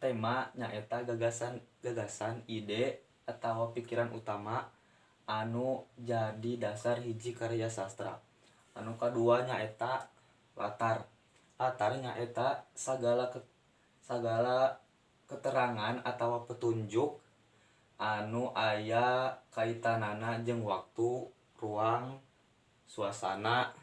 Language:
Sundanese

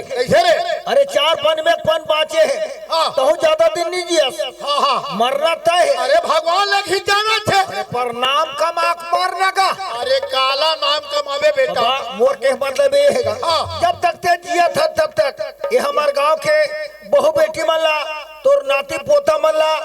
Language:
Chhattisgarhi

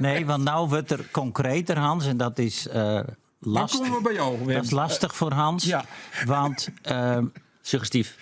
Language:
Western Frisian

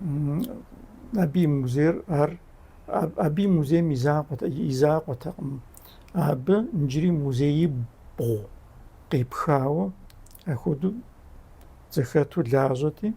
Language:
Kabardian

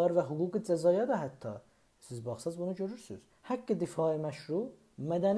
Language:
South Azerbaijani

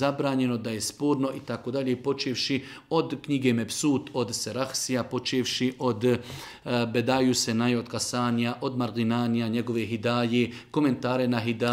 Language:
Bosnian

